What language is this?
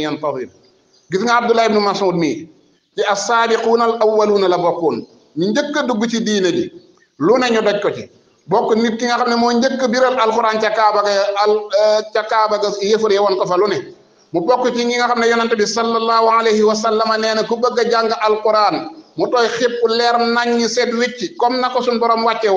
Wolof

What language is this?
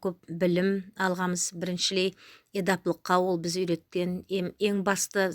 Nogai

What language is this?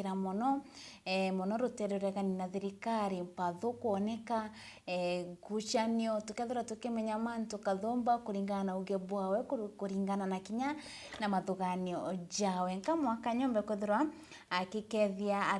Meru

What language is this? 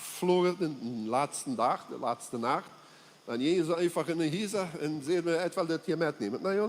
Plautdietsch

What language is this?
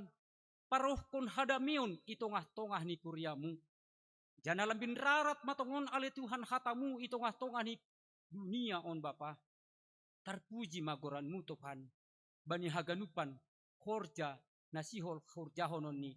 Batak Simalungun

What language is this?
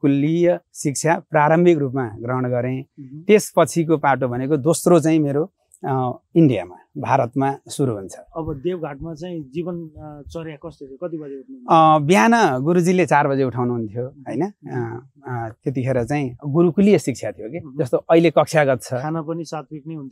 Nepali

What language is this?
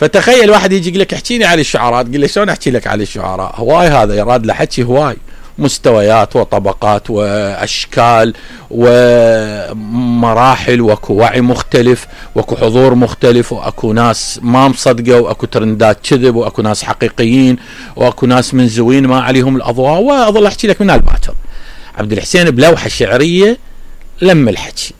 Mesopotamian Arabic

